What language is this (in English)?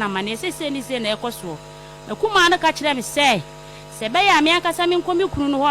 Akan